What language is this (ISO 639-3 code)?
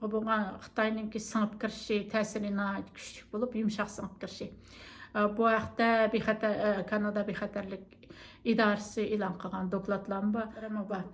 uig